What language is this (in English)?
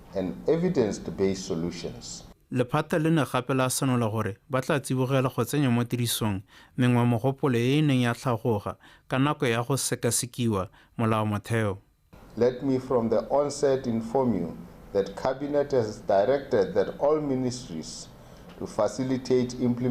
Tswana